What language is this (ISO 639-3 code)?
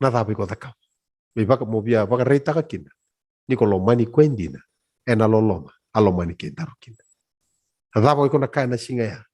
fij